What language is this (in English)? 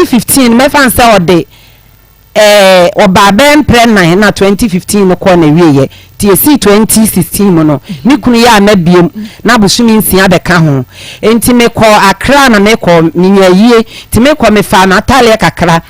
Akan